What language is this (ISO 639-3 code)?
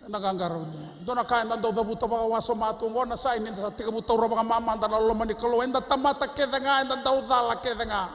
fij